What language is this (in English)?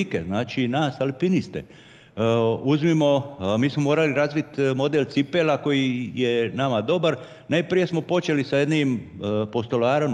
Croatian